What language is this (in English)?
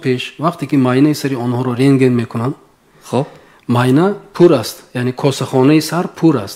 Tajik